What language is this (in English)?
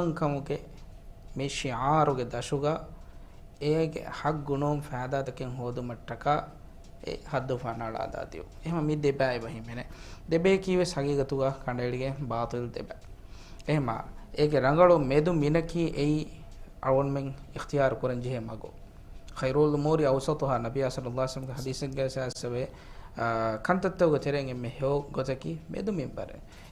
Divehi